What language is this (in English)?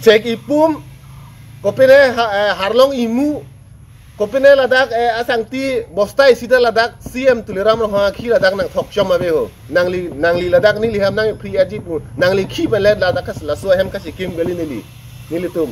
Karbi